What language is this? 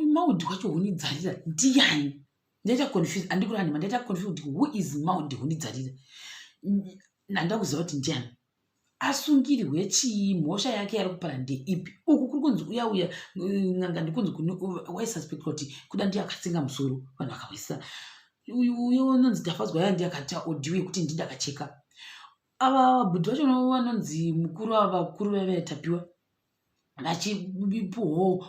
Shona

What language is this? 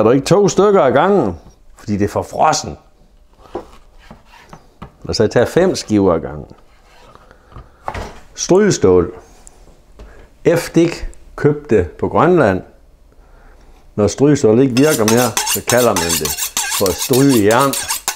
Danish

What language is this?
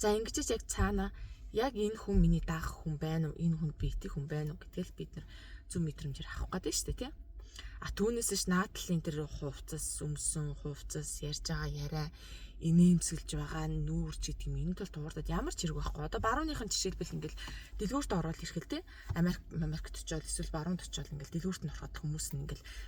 Mongolian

